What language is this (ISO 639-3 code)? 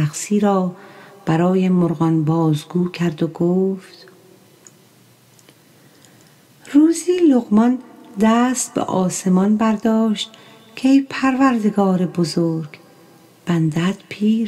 fas